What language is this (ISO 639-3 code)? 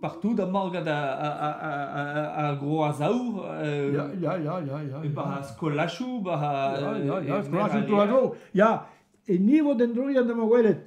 bre